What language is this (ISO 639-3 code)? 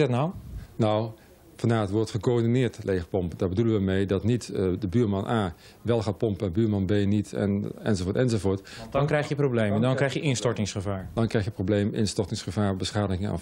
nld